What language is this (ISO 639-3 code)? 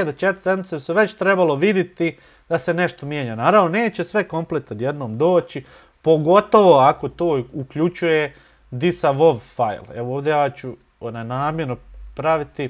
bos